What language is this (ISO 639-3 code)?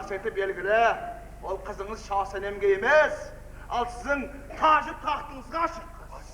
kaa